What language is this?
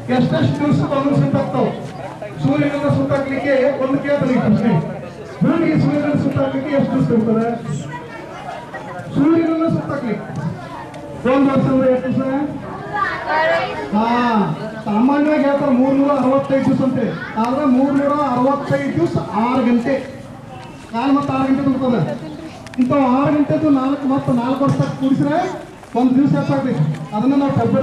Kannada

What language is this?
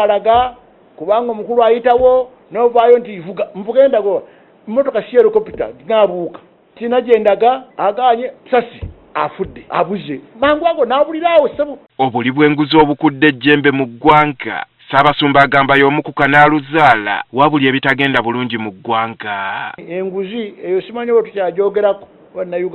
Ganda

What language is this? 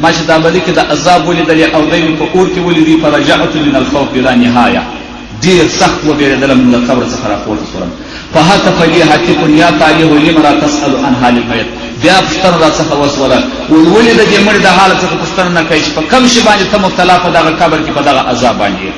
Pashto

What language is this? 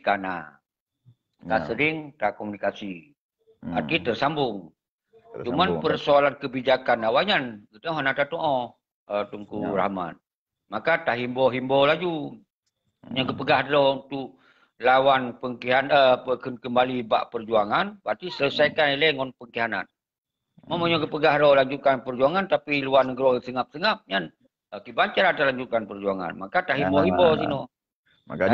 Achinese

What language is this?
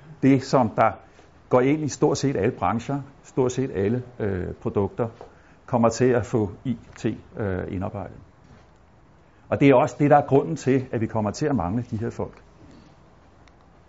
Danish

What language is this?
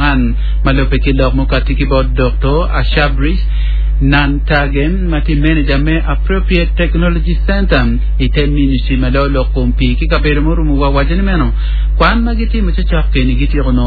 Acoli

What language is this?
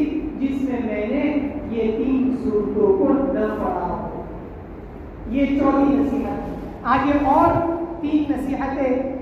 Urdu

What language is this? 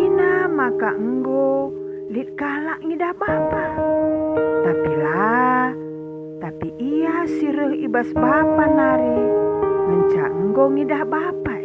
Batak Karo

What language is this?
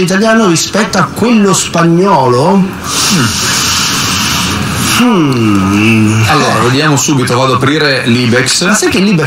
Italian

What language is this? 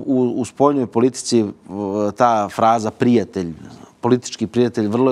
Serbian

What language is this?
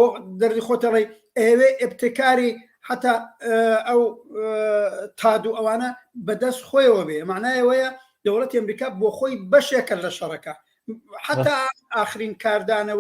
Central Kurdish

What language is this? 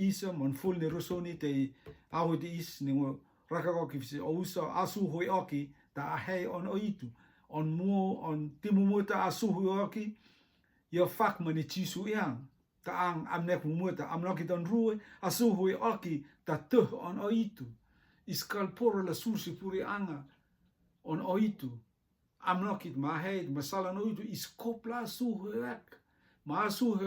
Rotuman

